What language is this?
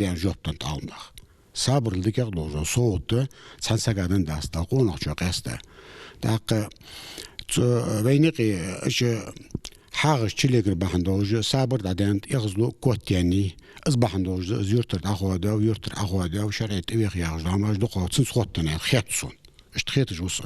Ingush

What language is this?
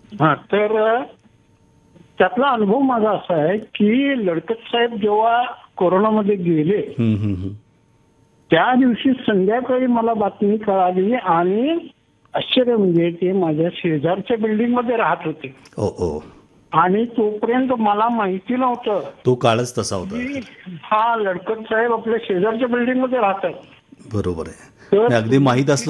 Marathi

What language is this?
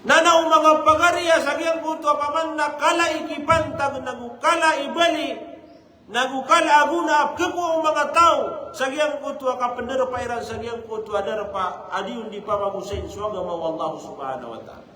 Maranao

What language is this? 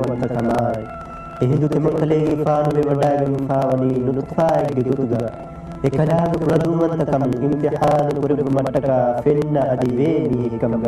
Divehi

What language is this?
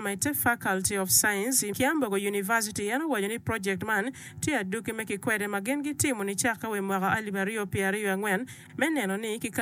Acoli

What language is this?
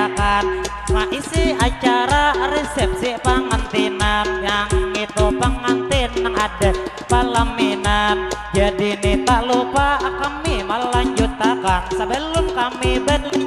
Banjar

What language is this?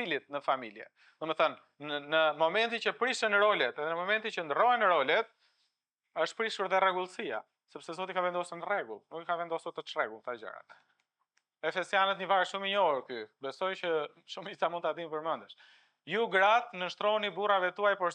Albanian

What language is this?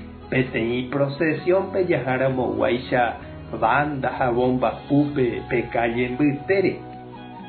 Guarani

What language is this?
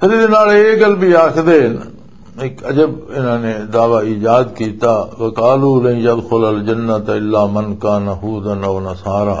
Western Panjabi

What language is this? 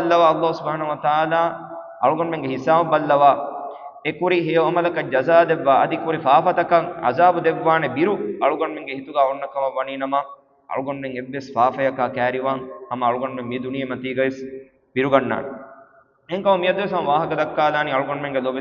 Divehi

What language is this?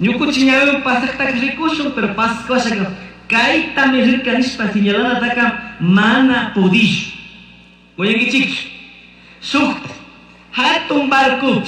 Chimborazo Highland Quichua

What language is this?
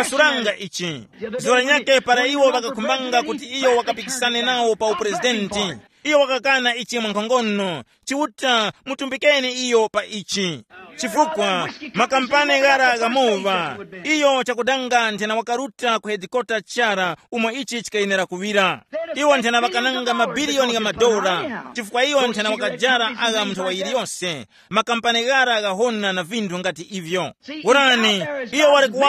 Tumbuka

